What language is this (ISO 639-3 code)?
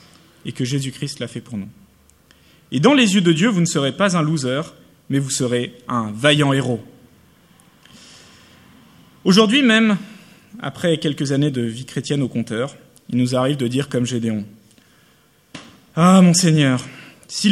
fra